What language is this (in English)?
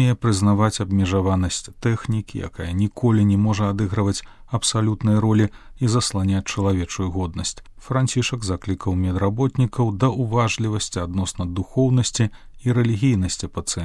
Belarusian